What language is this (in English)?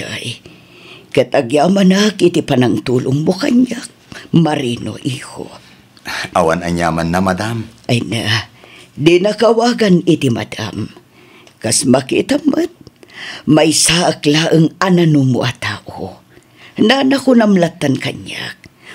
Iloko